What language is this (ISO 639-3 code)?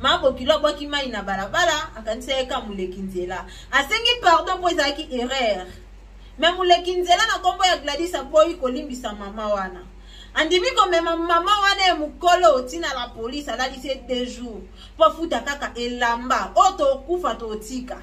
lin